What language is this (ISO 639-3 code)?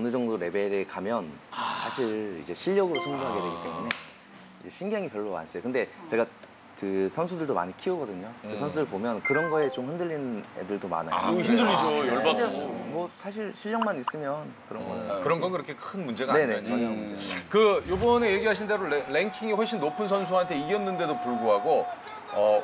kor